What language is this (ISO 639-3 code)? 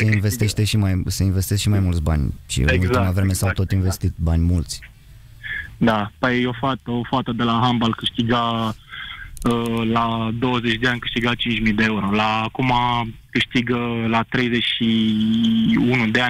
ron